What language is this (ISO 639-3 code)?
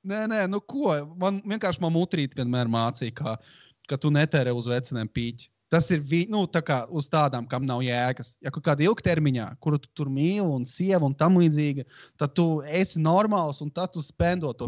lav